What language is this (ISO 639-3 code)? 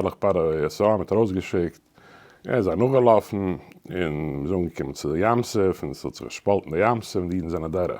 yid